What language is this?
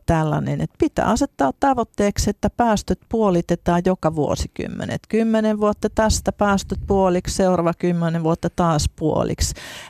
Finnish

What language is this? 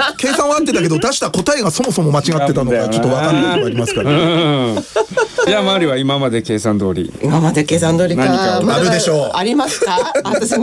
Japanese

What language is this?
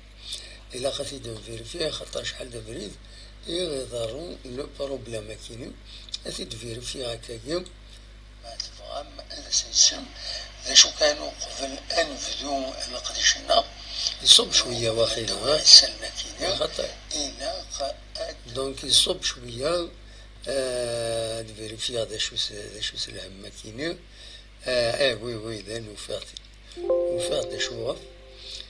Kabyle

